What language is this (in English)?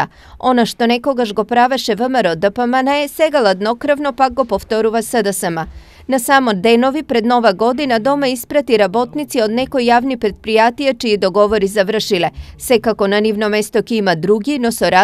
Macedonian